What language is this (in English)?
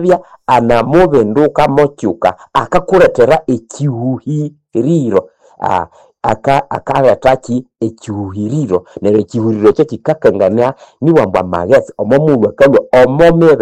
Nande